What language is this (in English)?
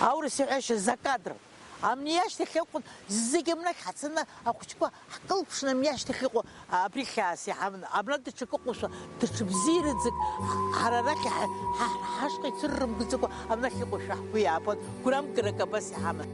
Abkhazian